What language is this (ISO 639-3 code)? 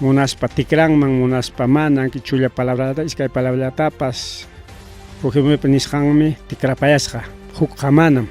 quy